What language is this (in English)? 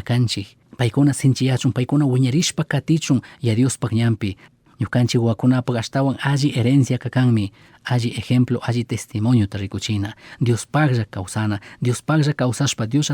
Chimborazo Highland Quichua